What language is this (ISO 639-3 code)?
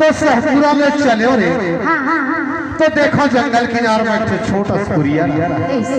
hne